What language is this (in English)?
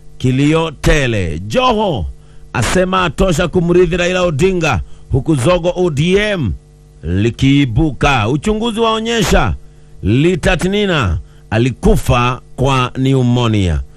Swahili